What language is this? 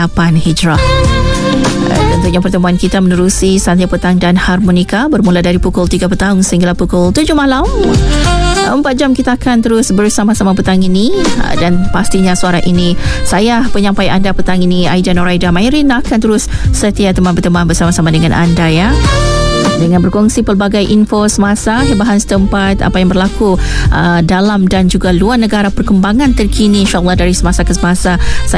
Malay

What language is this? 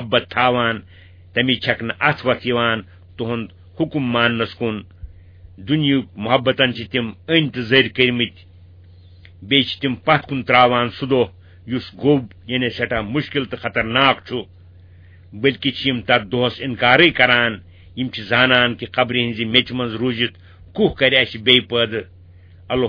Kashmiri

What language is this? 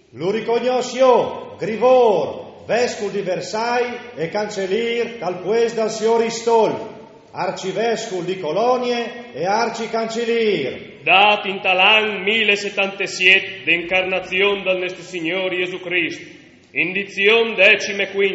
Friulian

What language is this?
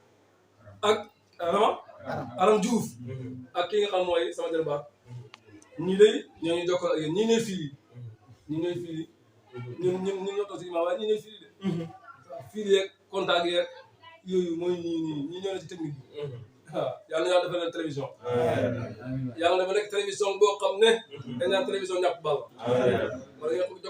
Wolof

